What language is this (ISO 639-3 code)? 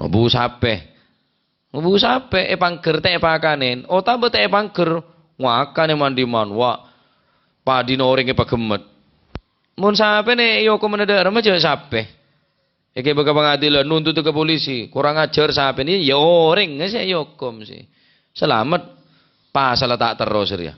mad